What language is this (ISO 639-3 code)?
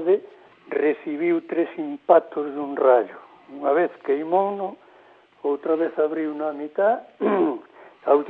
glg